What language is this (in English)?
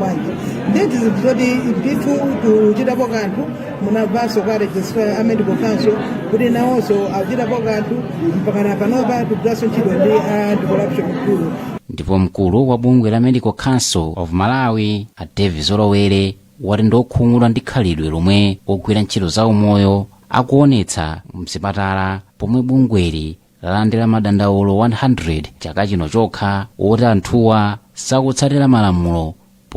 Nyanja